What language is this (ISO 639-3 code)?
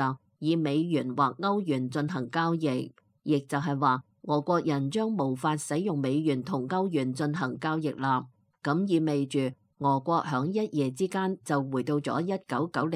yue